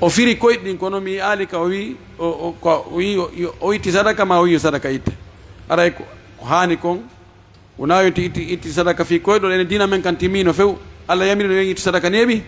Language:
Fula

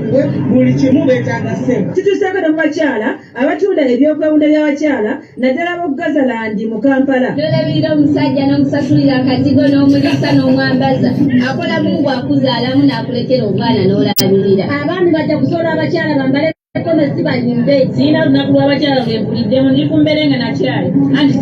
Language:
Ganda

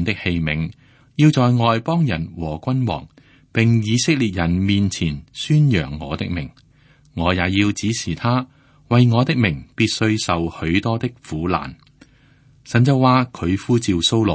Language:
Cantonese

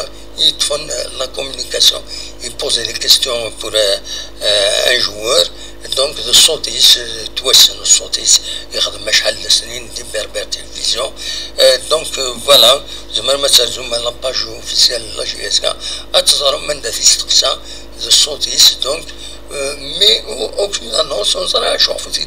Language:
Kabyle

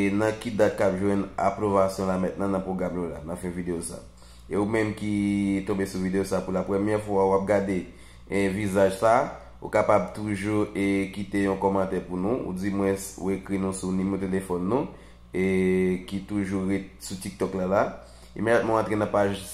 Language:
Haitian Creole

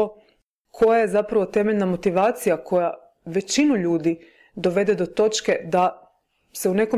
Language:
Croatian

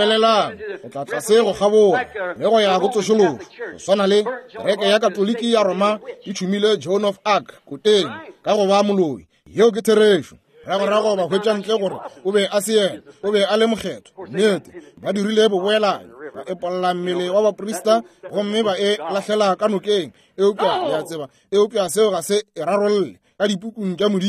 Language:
Northern Sotho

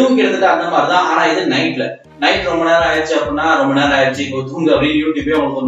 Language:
Tamil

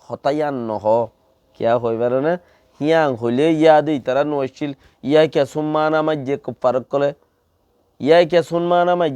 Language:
Rohingya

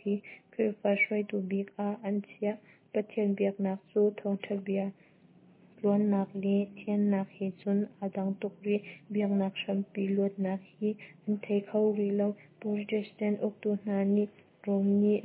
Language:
Hakha Chin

